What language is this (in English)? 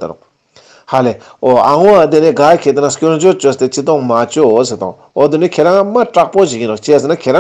Ladakhi